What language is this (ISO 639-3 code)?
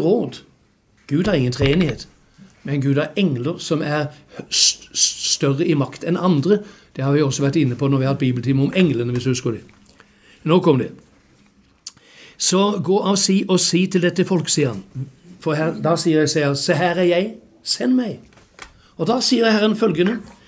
nor